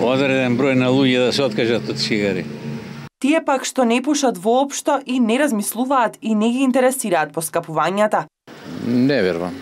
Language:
Macedonian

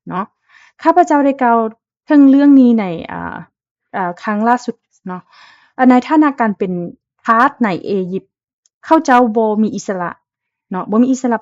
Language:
Lao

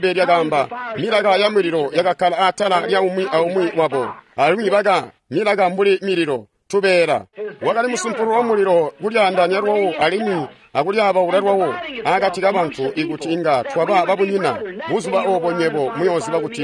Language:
Tonga (Zambia)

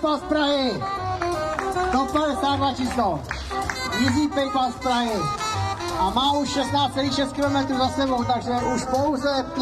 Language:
Czech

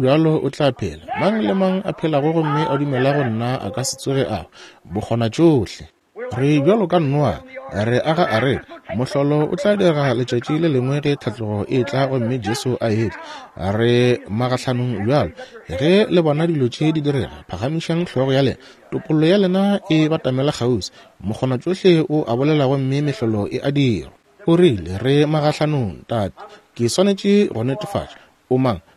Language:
Northern Sotho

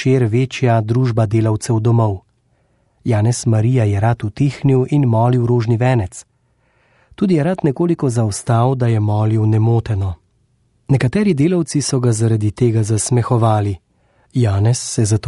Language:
Slovenian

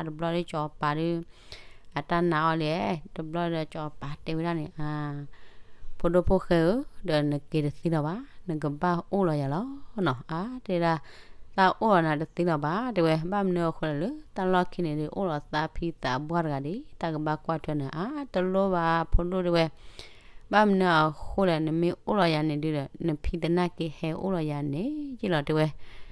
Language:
S'gaw Karen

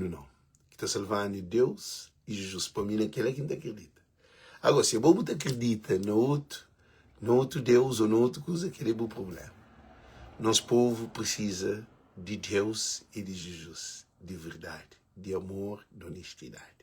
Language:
Kabuverdianu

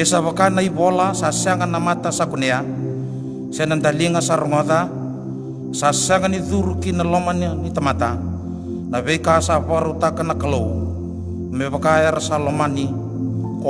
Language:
Fijian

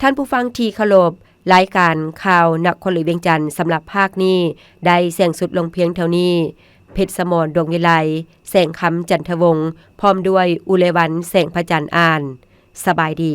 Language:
Lao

